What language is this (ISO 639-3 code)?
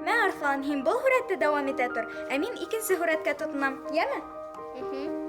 bak